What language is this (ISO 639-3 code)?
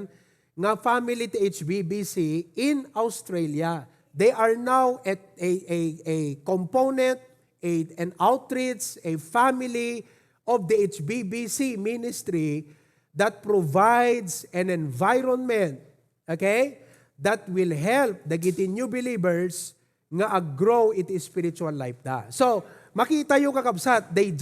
ilo